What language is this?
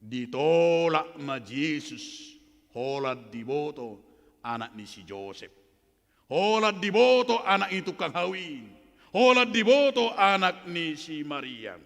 Batak Toba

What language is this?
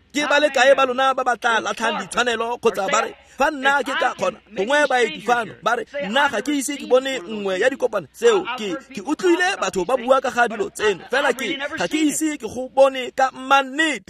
Tswana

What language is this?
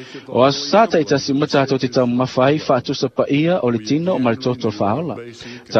Samoan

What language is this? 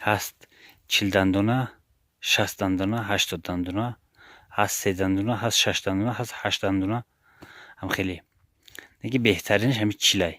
Tajik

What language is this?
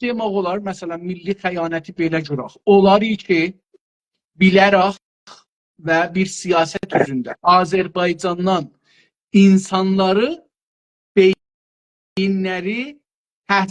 South Azerbaijani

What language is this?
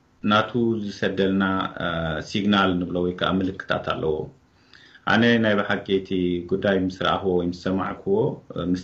Tigrinya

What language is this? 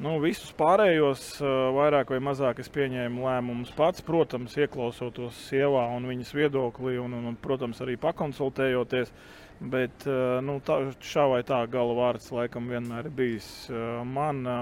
Latvian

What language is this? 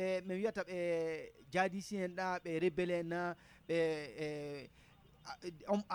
Nigerian Fulfulde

